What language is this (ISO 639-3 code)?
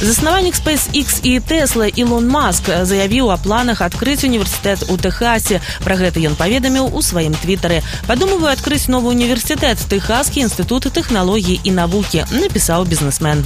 bel